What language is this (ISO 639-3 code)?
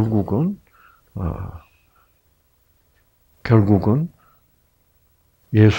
kor